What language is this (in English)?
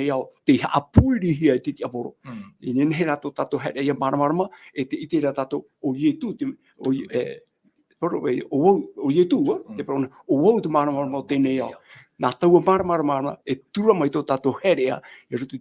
Tahitian